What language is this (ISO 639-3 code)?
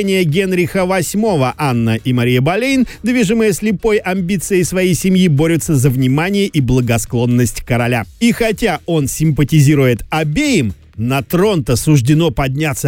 rus